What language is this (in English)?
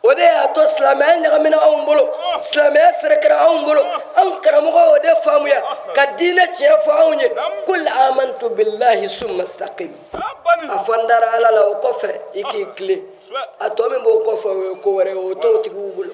Bambara